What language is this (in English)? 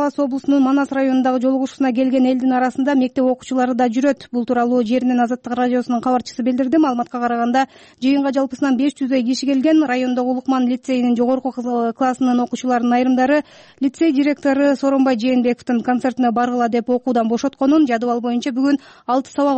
Kyrgyz